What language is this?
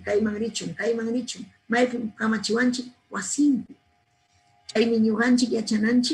Ayacucho Quechua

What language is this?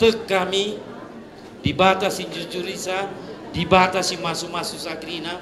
Batak Karo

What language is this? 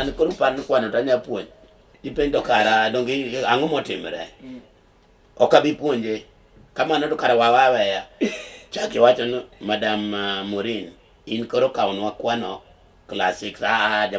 Luo (Kenya and Tanzania)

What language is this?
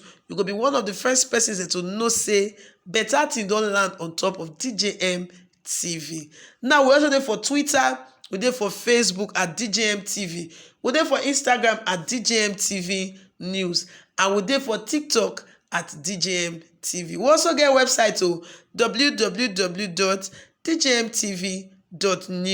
Nigerian Pidgin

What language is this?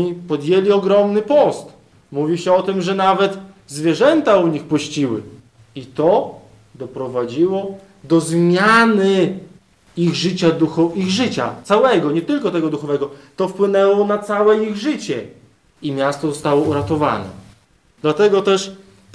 Polish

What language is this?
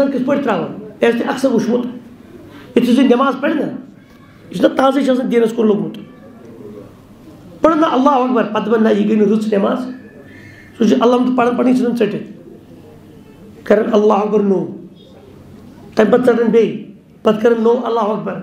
Kashmiri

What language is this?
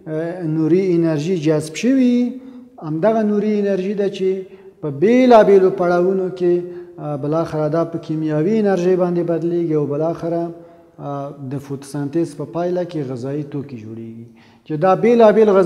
Pashto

